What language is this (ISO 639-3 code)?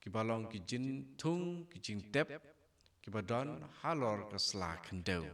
kha